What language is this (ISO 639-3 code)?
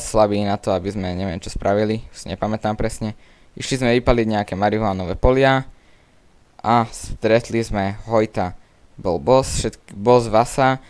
slk